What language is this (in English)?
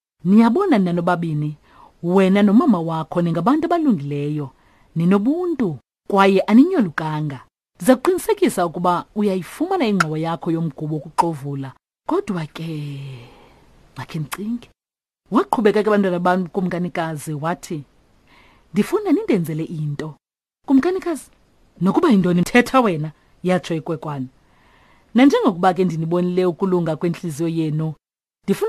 Xhosa